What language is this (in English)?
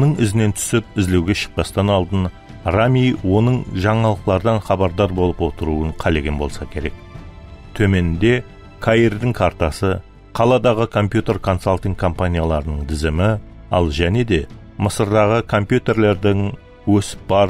Kara-Kalpak